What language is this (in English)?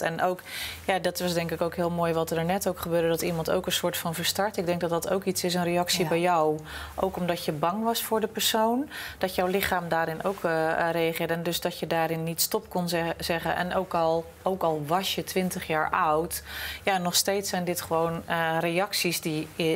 Dutch